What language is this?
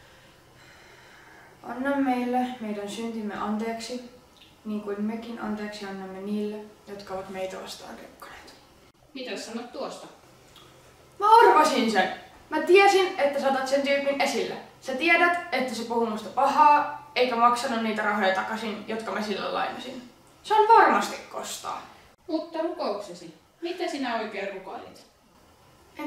Finnish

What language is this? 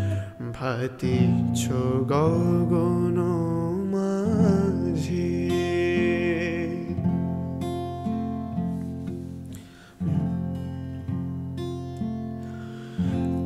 Bangla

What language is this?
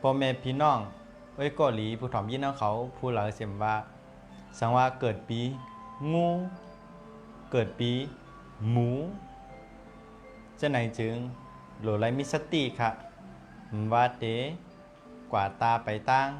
Shan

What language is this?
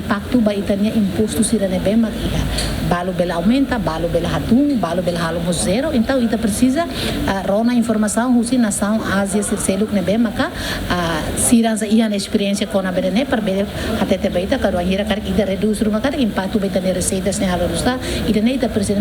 Tetum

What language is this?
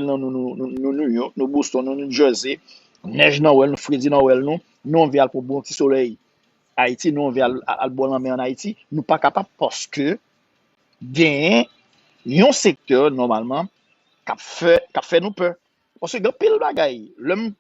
Haitian Creole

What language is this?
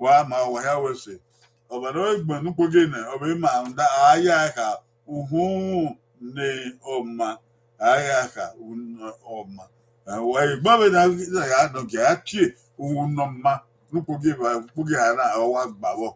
Bini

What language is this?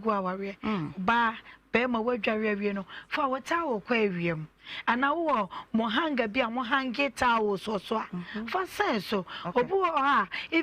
Akan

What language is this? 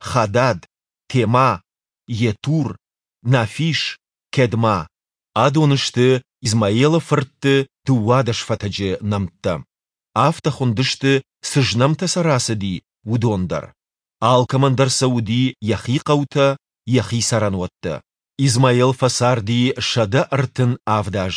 Ossetic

